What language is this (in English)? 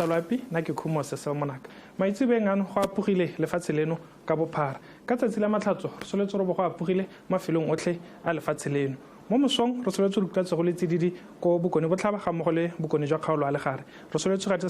Tswana